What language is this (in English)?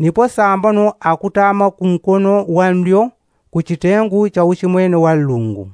Yao